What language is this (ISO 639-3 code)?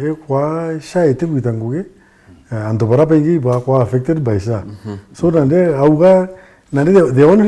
mer